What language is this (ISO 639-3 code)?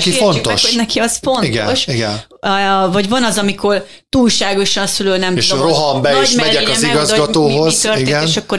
hun